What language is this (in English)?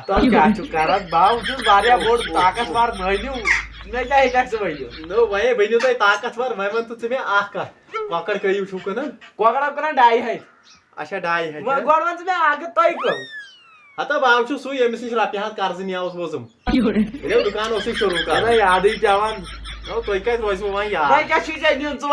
Kashmiri